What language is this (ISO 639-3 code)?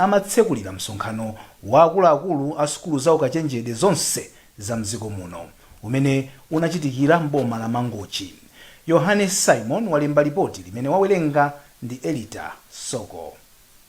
nya